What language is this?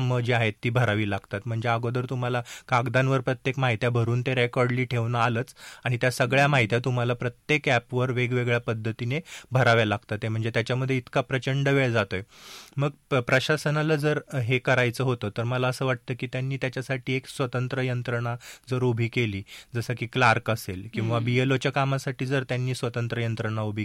Marathi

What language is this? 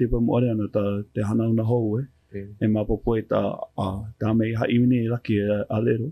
Hawaiian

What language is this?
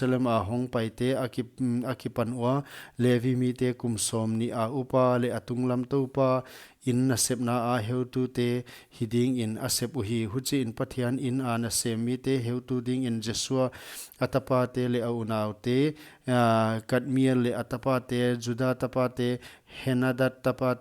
Paite Chin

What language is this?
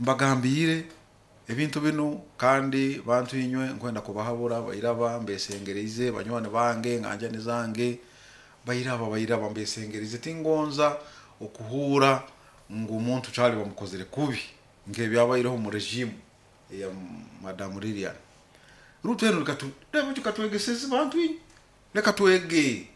Nyoro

